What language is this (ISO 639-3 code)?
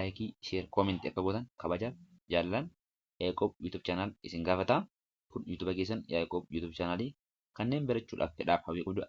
orm